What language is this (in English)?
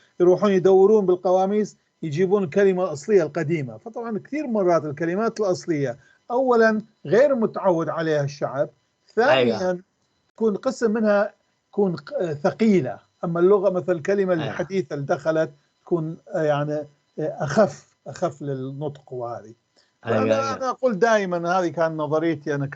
North Levantine Arabic